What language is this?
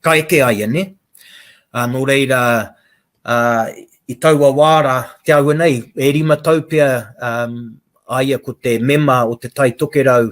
Māori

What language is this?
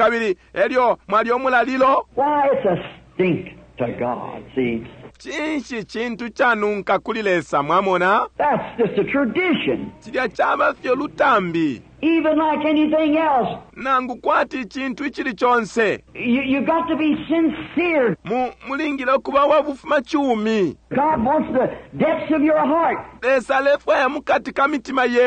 Bemba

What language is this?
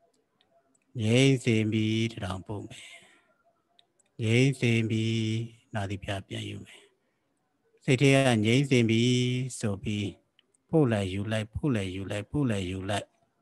Burmese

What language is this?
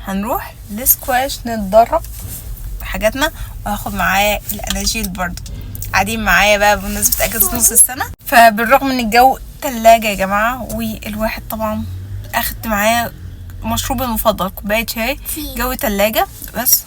Egyptian Arabic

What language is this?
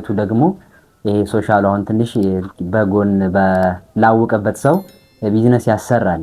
Amharic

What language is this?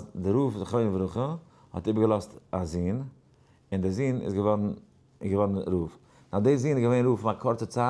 Yiddish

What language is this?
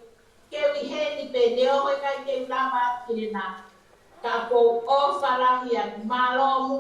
Tongan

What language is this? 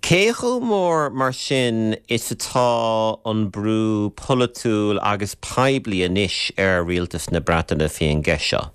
Irish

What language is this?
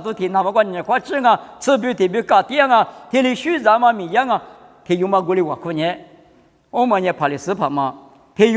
Lisu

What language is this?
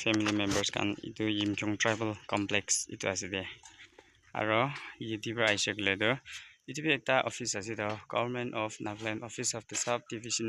Naga Pidgin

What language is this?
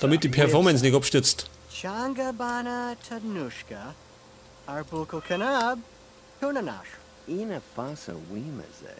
Bavarian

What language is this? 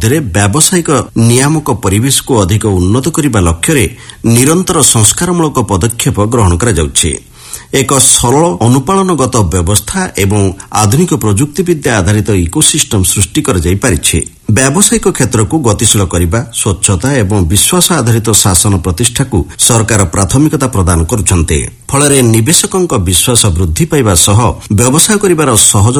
Odia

